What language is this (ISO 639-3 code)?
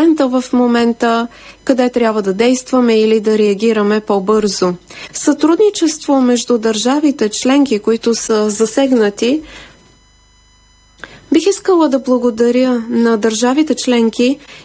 bul